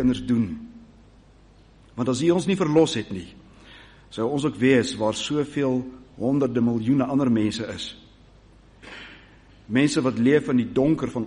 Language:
Afrikaans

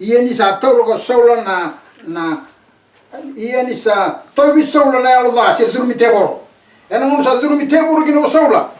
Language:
Fijian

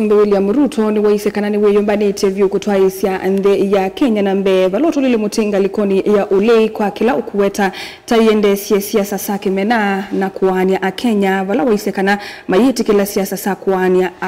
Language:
Kamba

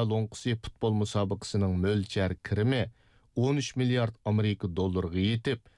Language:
Uyghur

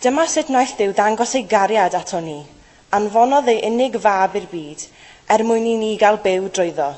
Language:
Welsh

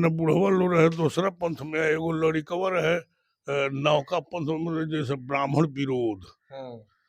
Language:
Bhojpuri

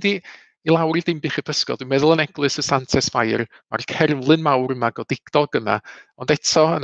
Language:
Welsh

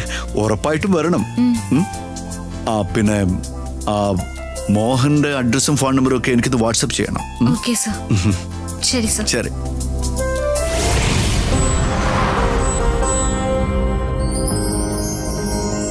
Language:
Malayalam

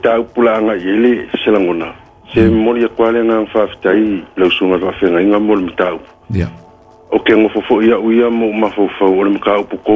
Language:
Samoan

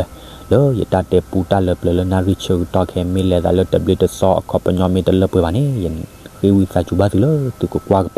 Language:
S'gaw Karen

